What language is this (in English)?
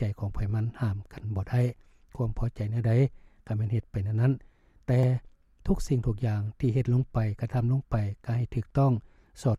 Lao